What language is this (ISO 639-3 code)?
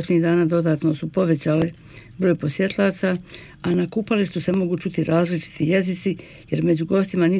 bos